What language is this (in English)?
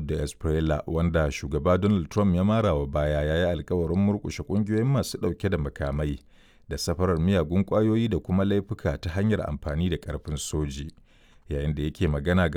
Hausa